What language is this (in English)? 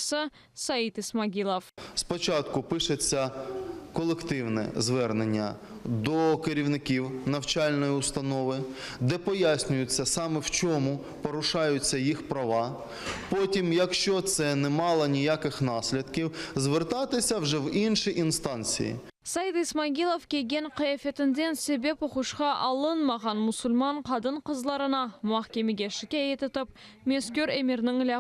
Crimean Tatar